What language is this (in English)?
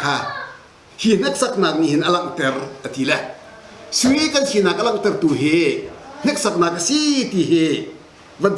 Hakha Chin